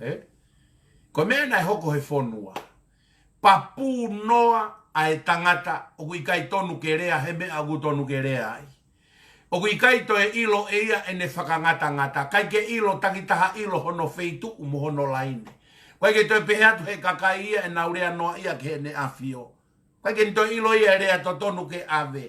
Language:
Tongan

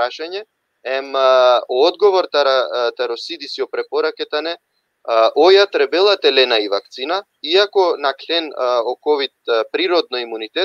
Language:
Balkan Romani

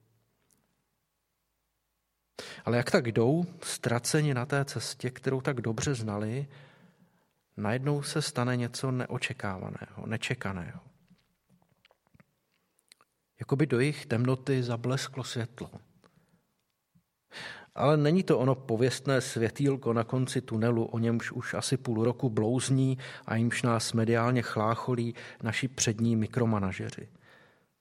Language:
Czech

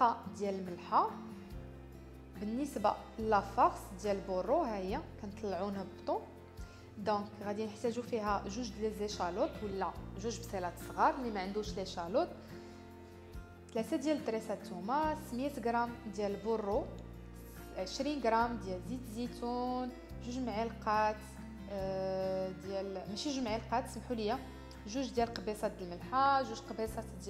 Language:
Moroccan Arabic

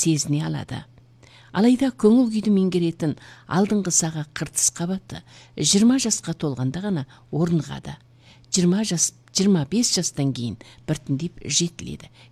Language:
Kazakh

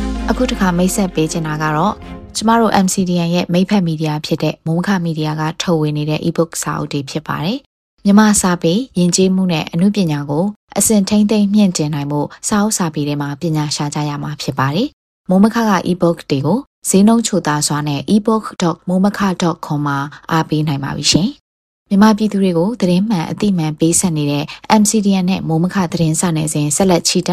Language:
Burmese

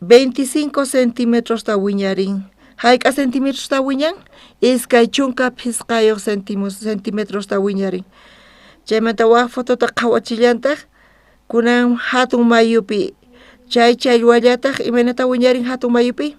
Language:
South Bolivian Quechua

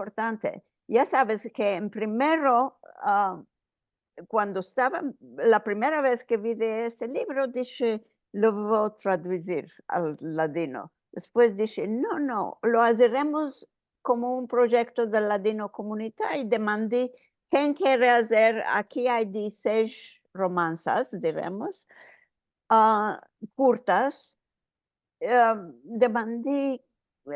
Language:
Ladino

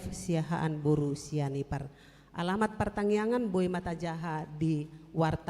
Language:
Batak Toba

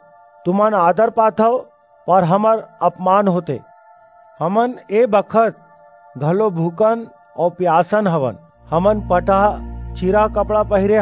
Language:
Chhattisgarhi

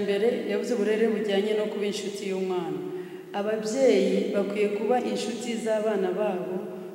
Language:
Kinyarwanda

